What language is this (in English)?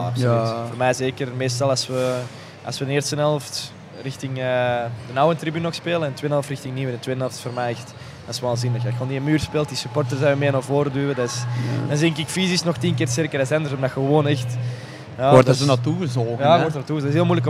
Dutch